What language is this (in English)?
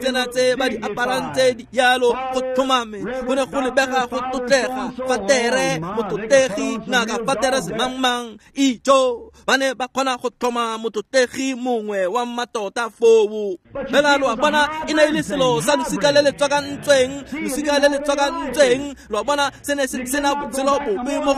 Tswana